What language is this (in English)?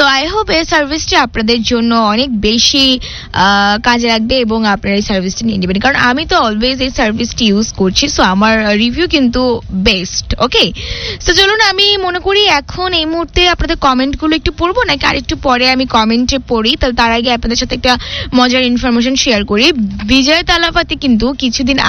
Bangla